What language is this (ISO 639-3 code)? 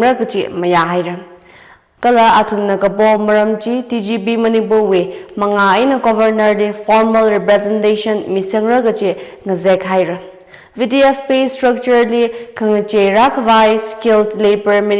nmf